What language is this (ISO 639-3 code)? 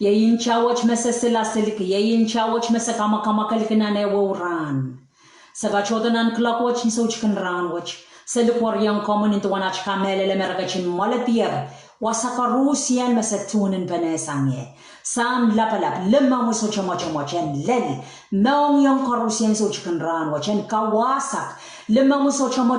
pon